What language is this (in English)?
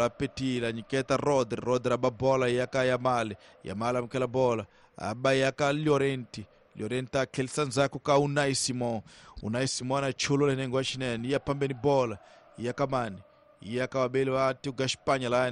Tsonga